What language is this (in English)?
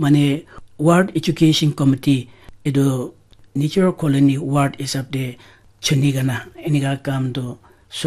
Naga Pidgin